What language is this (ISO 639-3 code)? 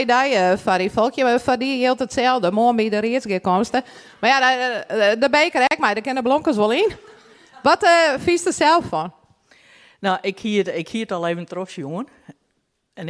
fry